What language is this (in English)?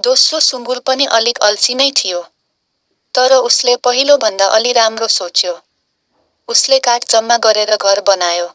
Nepali